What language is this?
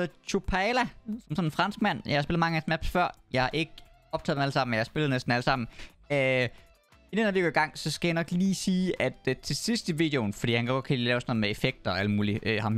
Danish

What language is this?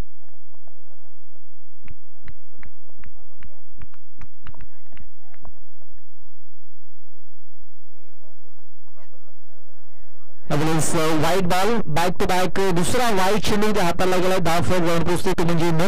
Marathi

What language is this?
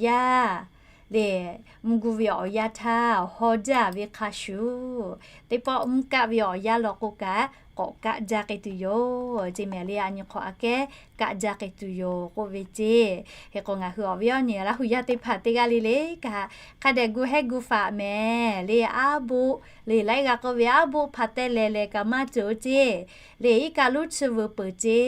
Lahu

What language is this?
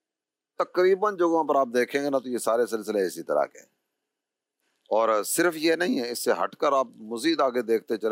Urdu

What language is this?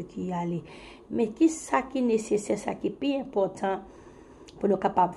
Haitian Creole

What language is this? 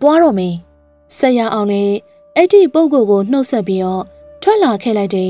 Burmese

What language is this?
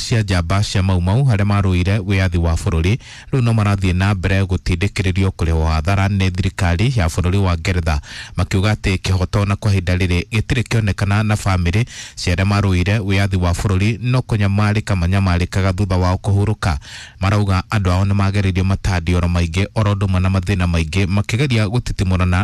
Kikuyu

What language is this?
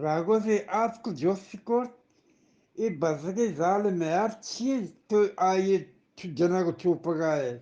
Eastern Balochi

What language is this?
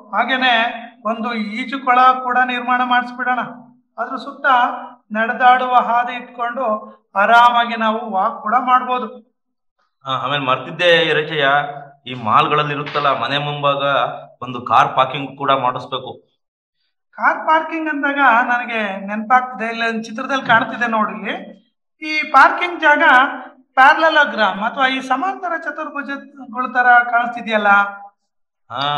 Kannada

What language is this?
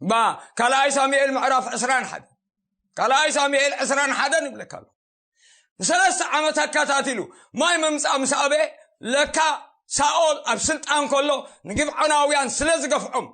Tigrinya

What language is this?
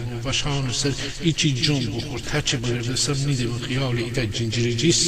Gilaki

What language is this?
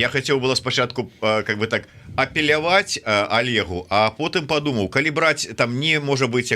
Belarusian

